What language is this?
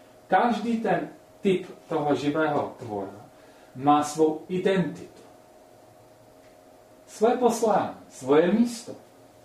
Czech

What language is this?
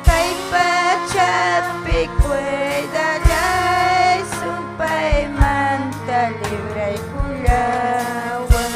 Ayacucho Quechua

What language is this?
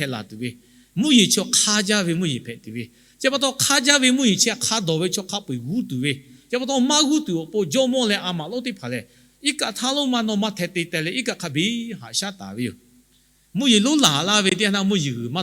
Lahu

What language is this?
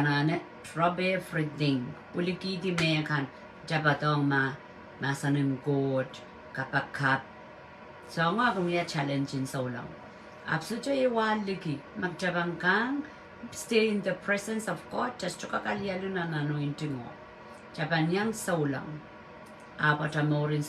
Pohnpeian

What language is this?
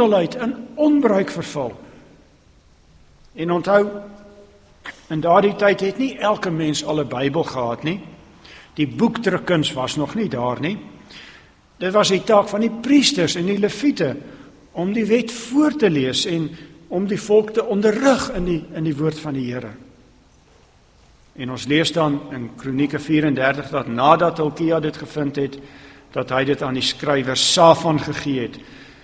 Afrikaans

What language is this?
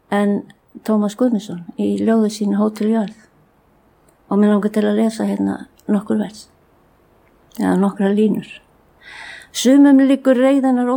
Icelandic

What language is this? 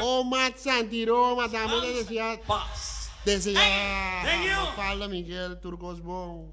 Papiamento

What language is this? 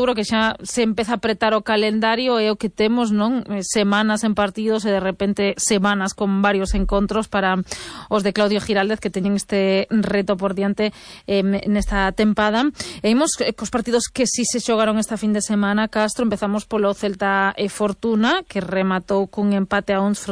Galician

